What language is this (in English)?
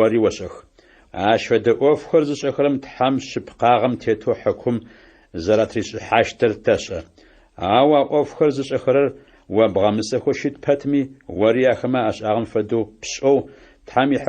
Adyghe